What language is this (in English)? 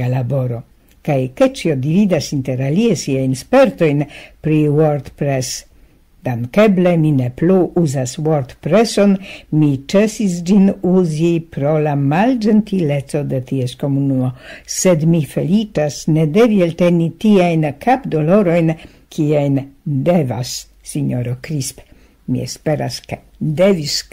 Esperanto